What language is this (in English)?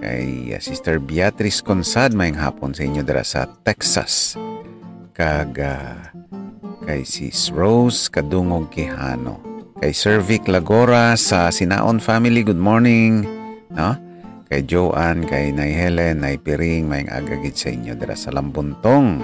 Hiligaynon